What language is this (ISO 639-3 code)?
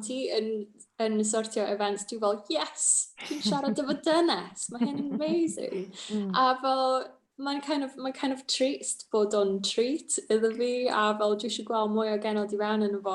cym